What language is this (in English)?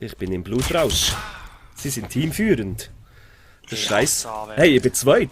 Swiss German